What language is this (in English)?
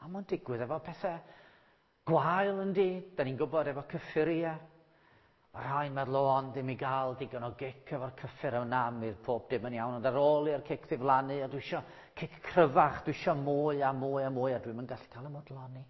Welsh